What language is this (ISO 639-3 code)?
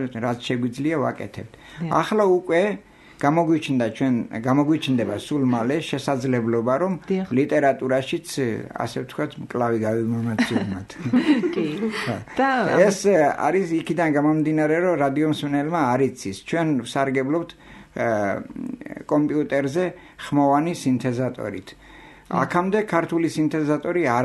kat